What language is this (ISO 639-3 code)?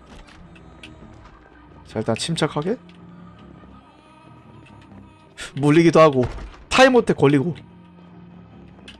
kor